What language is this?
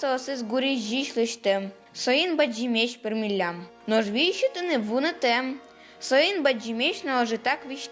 Udmurt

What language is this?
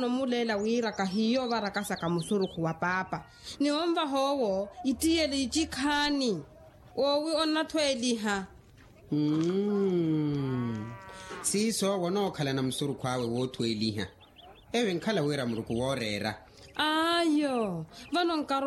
Makhuwa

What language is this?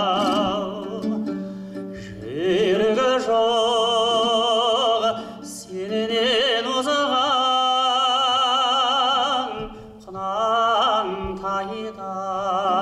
Kazakh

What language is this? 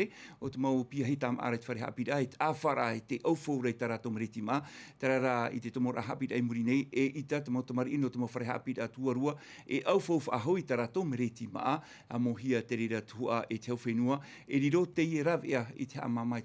Tahitian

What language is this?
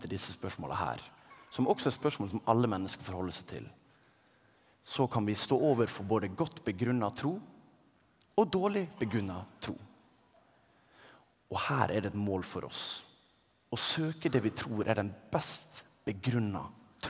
Norwegian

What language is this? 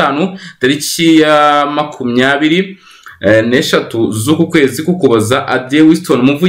Kinyarwanda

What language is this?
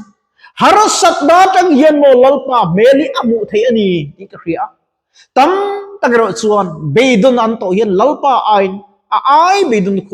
Mizo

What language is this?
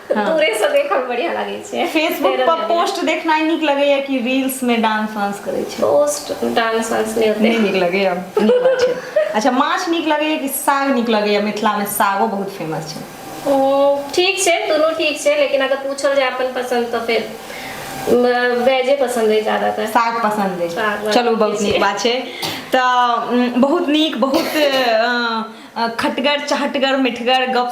Maithili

